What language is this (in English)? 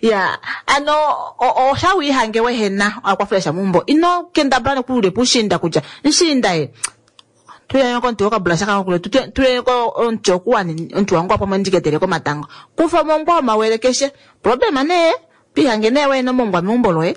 Kuanyama